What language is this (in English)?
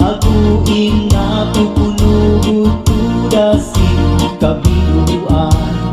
Waray